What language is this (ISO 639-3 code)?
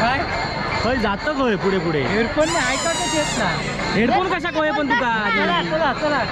kok